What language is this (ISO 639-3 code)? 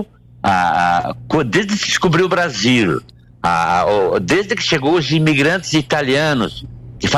por